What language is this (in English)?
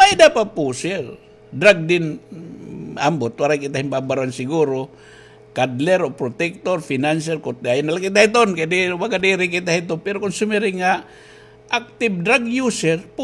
Waray